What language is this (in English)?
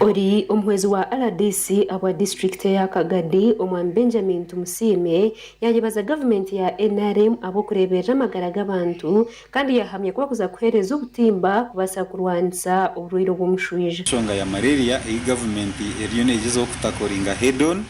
Nyankole